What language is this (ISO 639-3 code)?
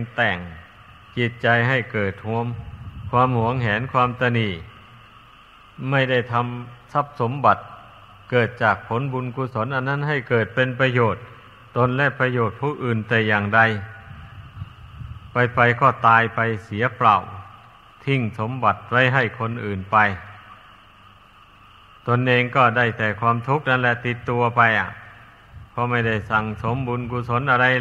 tha